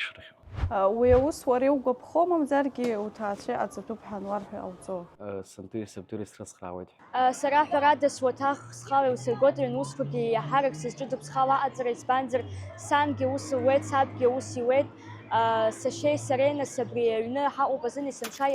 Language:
Abkhazian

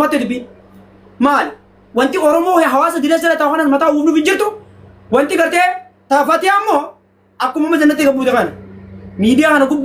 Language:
Oromo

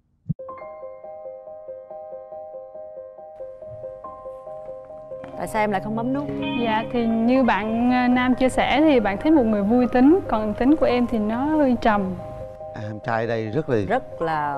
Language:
Vietnamese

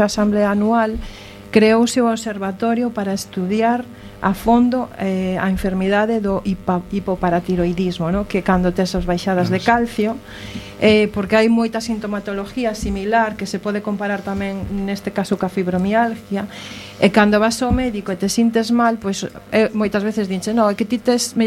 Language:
Galician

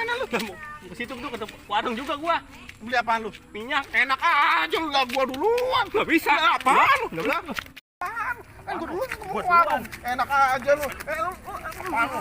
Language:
Betawi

